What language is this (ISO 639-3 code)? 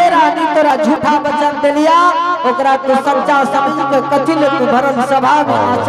anp